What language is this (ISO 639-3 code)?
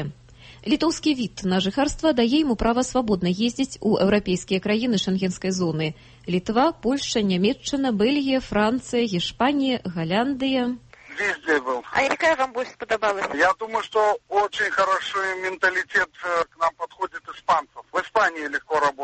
bel